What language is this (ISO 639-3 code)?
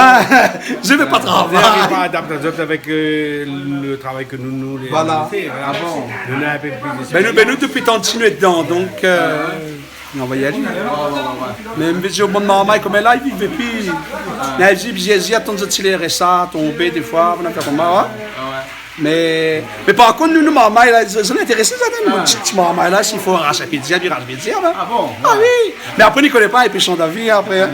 rcf